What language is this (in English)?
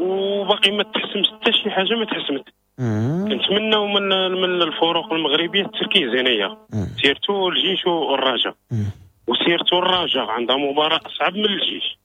Moroccan Arabic